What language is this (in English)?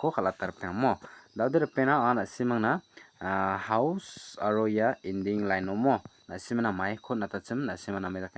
Garo